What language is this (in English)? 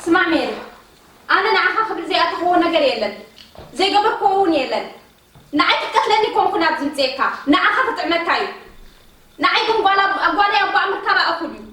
Tigrinya